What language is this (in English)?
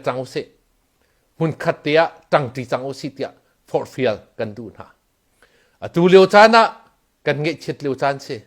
Hakha Chin